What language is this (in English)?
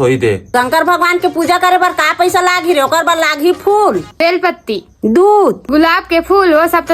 Chhattisgarhi